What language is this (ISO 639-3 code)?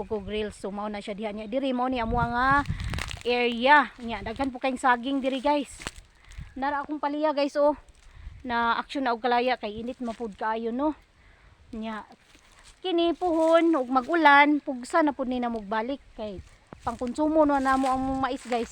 ceb